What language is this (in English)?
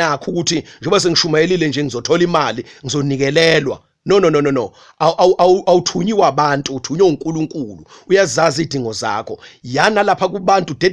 Zulu